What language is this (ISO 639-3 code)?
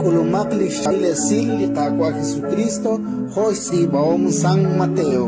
kek